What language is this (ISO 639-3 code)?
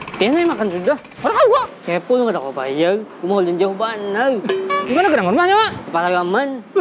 bjn